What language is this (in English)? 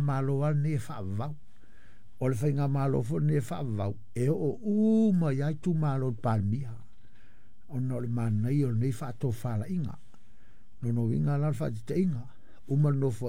Samoan